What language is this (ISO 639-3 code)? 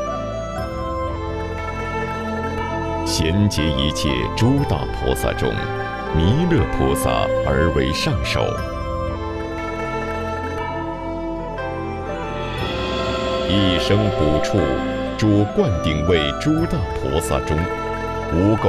zho